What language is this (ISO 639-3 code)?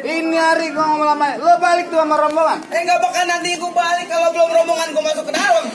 bew